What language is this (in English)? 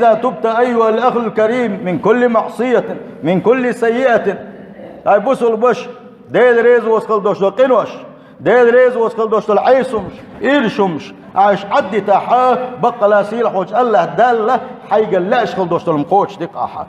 Chechen